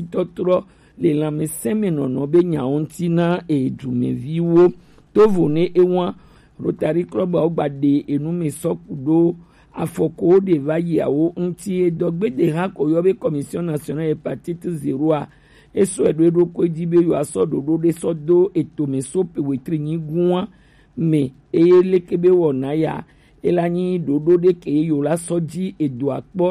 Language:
Gen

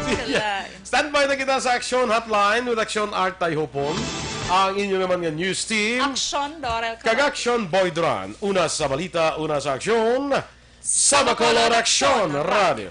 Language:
Hiligaynon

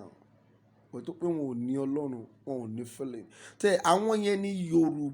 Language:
Yoruba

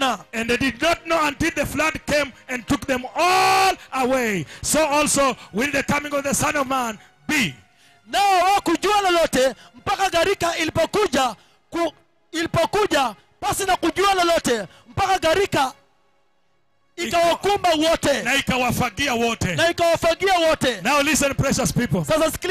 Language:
Swahili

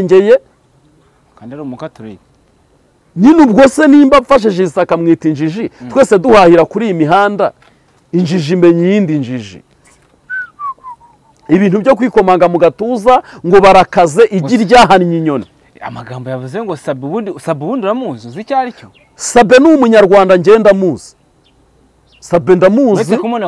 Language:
Kinyarwanda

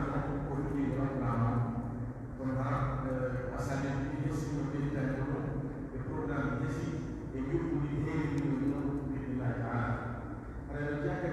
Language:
Pular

